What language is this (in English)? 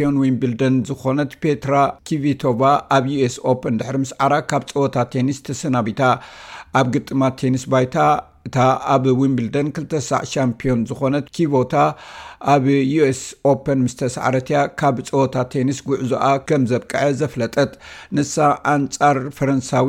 Tigrinya